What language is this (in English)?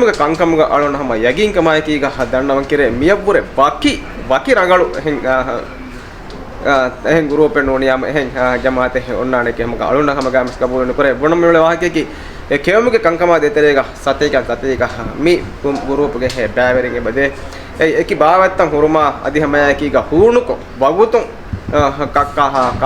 Divehi